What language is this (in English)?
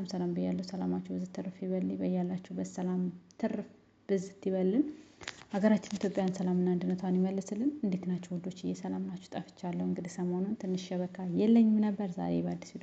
Amharic